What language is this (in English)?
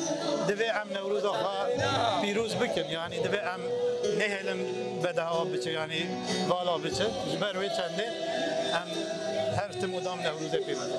Kurdish